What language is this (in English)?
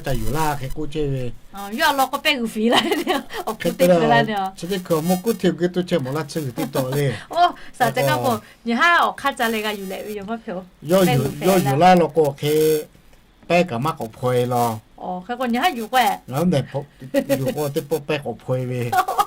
Lahu